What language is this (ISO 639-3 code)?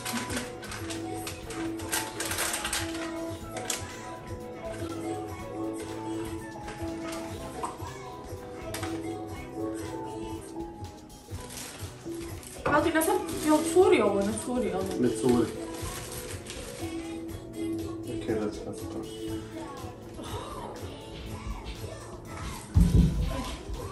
hrv